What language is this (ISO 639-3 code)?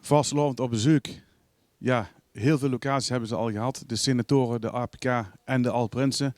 lim